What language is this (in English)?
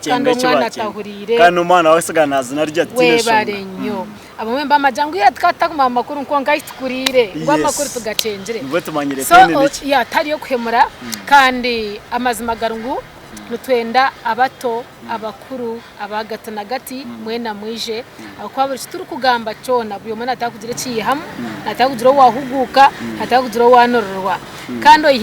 Nyankole